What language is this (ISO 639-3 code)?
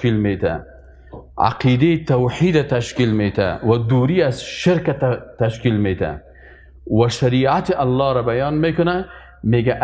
fas